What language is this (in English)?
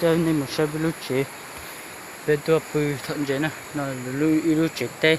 Hmong